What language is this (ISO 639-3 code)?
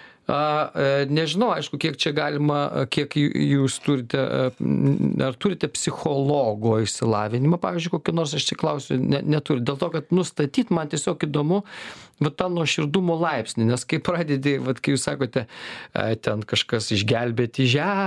lit